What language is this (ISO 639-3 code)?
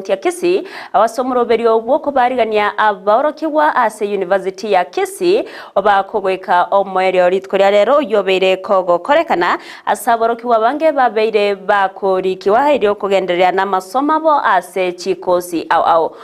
guz